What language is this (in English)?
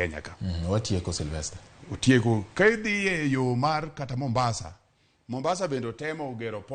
Luo (Kenya and Tanzania)